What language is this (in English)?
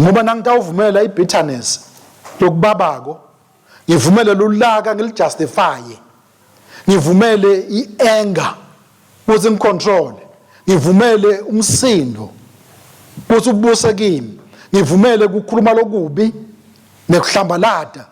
Swati